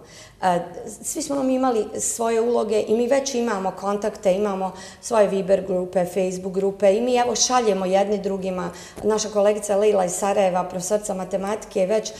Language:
Bosnian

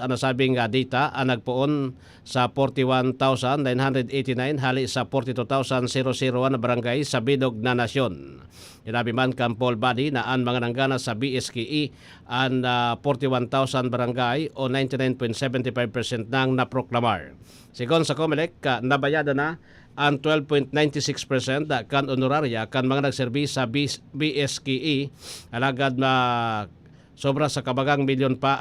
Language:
Bikol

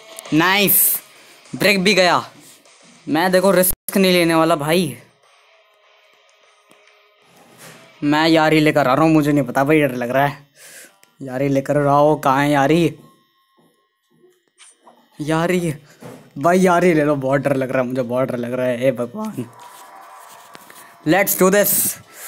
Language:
Hindi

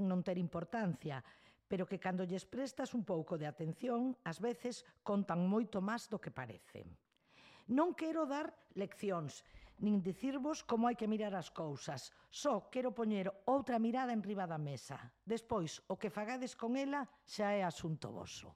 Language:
Galician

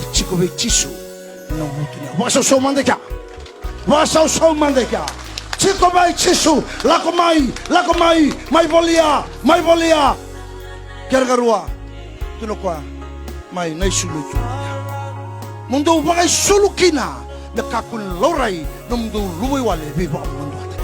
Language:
Fijian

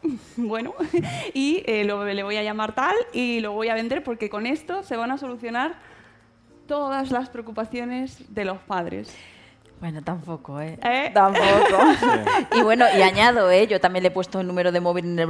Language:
Spanish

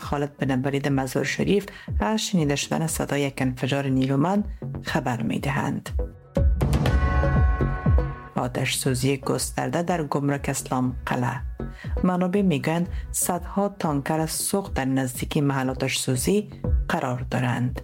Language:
Persian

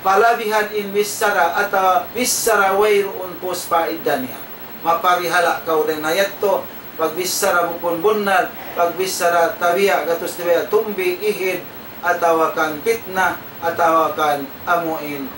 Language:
Tausug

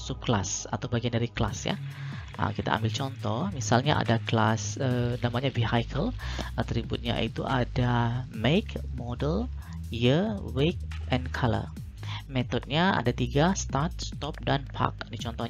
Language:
Indonesian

